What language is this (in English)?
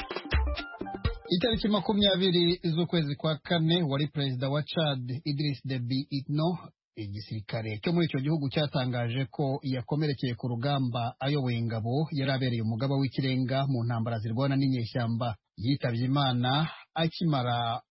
Kinyarwanda